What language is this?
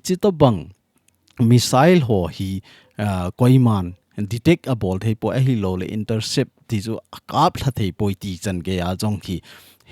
Thado Chin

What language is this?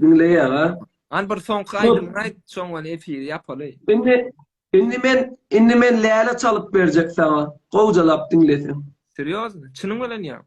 Turkmen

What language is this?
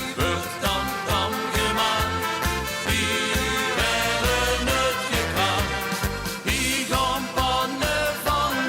Limburgish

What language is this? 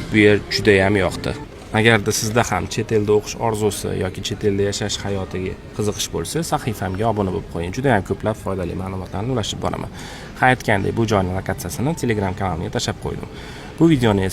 Uzbek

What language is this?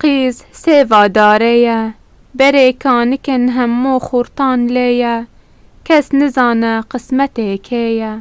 Kurdish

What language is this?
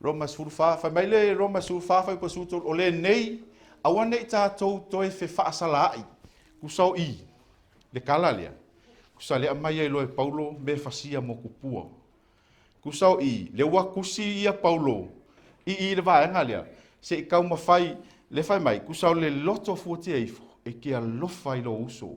Samoan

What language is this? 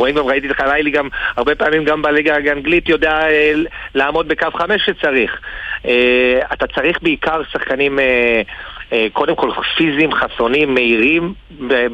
Hebrew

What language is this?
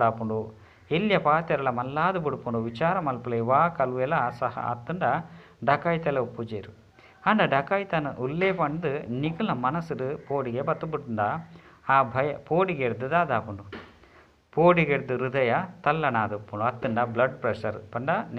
Tulu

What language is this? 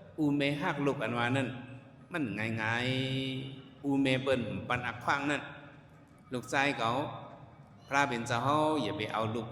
Shan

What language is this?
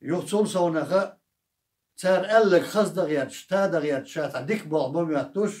Chechen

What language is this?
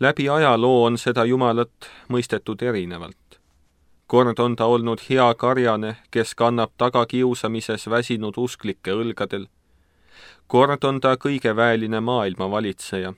Estonian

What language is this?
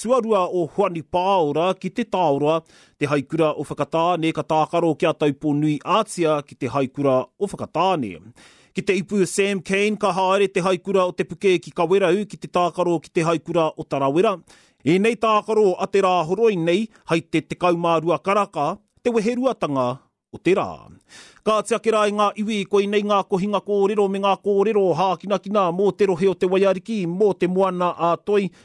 Māori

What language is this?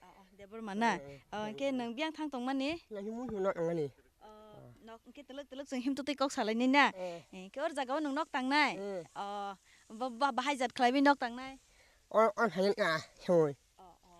Kok Borok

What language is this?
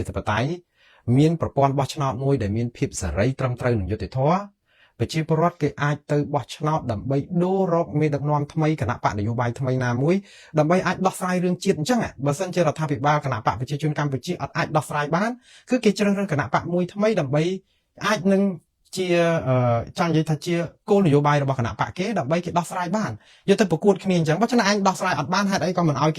Khmer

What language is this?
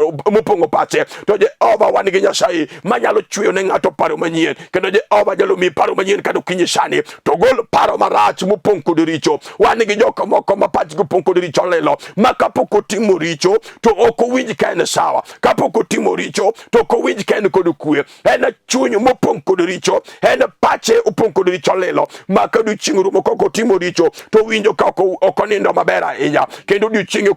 Luo (Kenya and Tanzania)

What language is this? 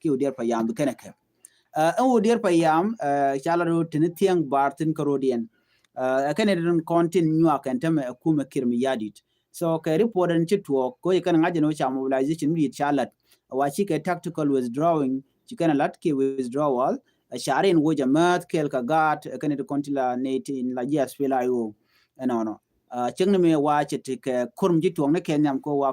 Nuer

